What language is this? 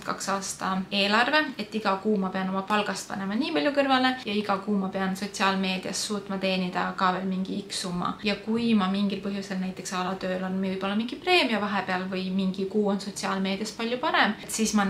Estonian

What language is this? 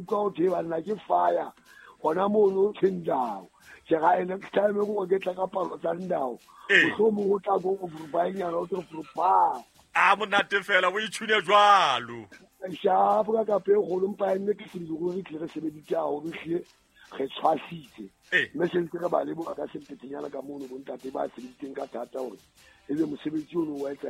Southern Sotho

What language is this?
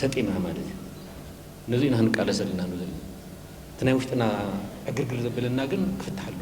Tigrinya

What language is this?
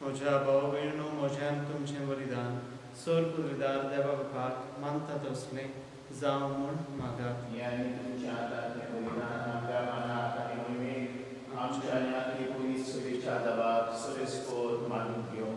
Konkani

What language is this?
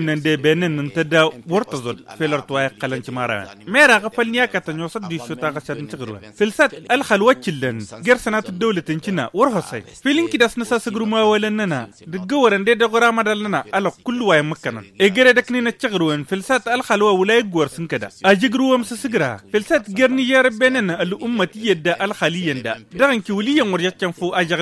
Tamasheq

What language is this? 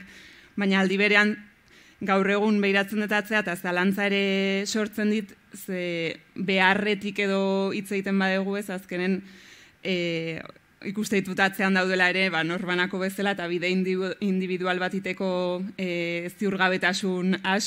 Basque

